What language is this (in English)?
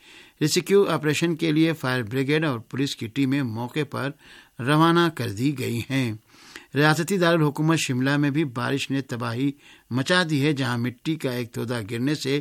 Urdu